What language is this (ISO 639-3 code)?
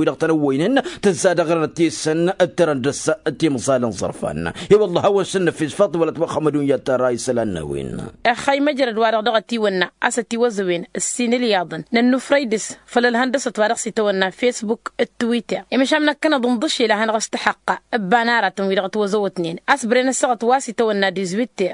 taq